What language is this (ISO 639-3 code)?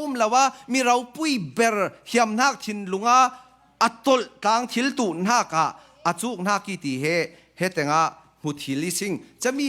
cfm